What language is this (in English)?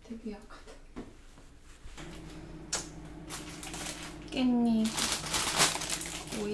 Korean